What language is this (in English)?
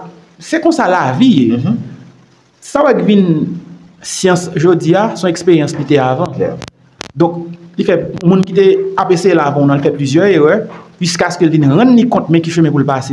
Haitian Creole